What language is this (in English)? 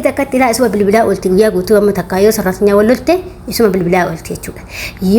Oromo